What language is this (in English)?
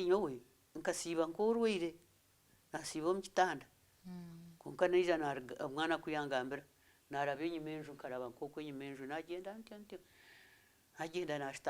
Nyankole